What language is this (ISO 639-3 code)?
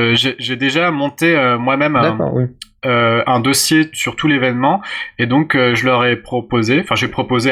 fra